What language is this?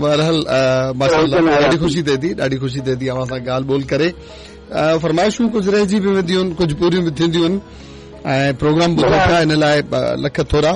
Sindhi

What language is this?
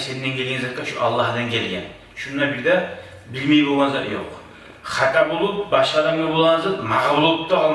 Kumyk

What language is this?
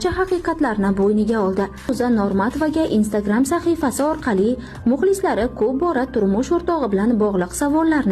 Uzbek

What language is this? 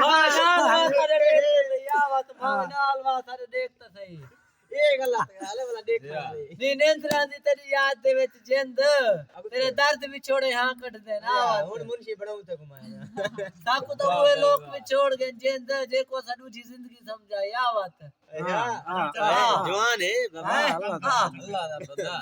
Saraiki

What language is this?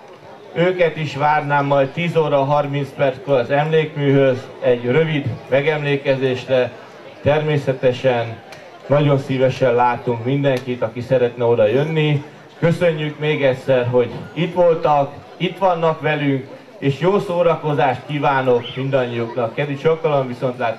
Hungarian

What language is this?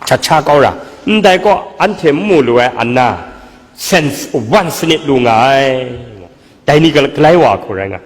Kachin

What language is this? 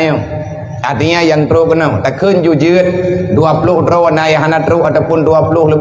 Achinese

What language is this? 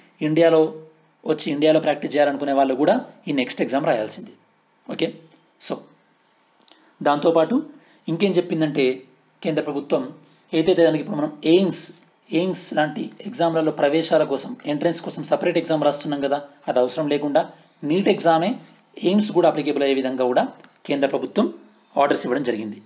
Telugu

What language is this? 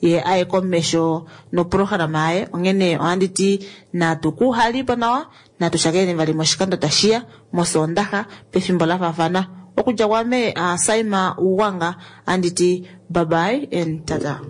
Kuanyama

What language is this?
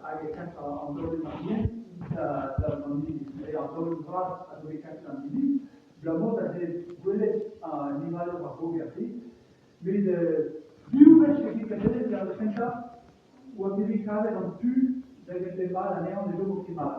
Breton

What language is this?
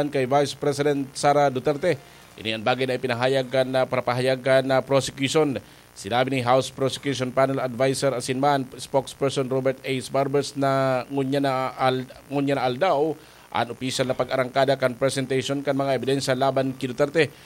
Bikol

